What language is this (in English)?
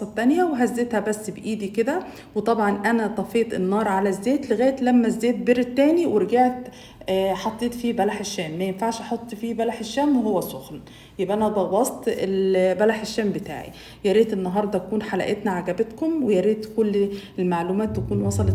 Egyptian Arabic